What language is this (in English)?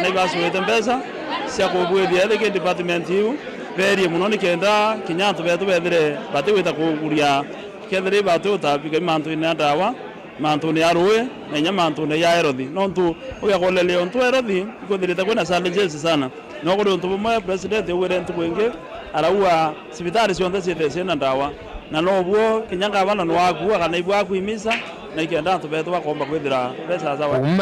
Meru